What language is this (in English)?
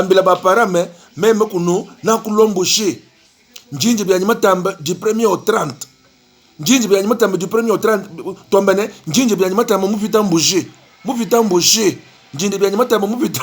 Luba-Lulua